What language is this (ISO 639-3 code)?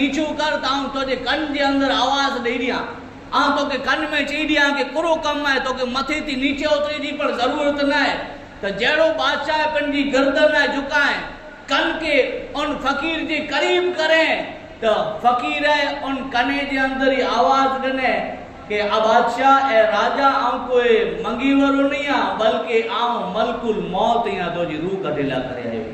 kfr